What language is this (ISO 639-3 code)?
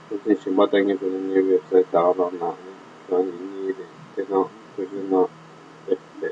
bod